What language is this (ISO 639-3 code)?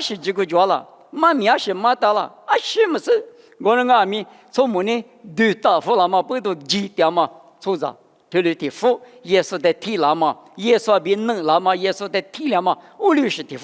lis